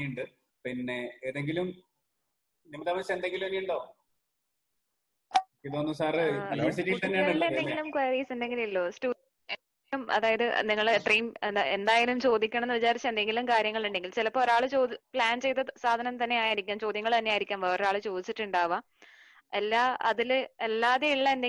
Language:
Malayalam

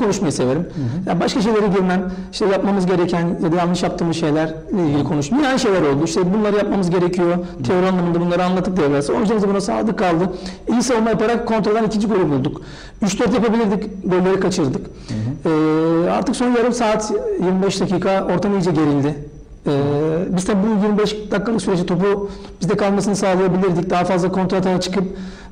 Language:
Turkish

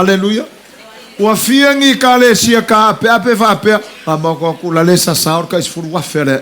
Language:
Samoan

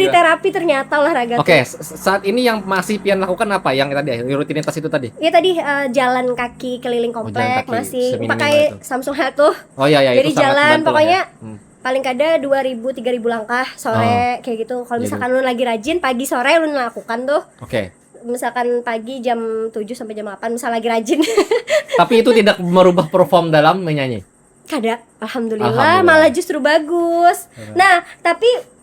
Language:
Banjar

